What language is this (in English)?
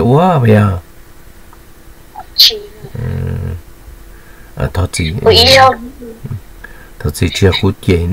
Vietnamese